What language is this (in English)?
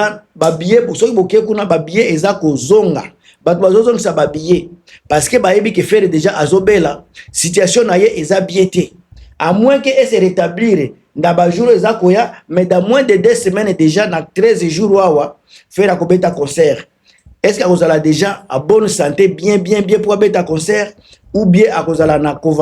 Lingala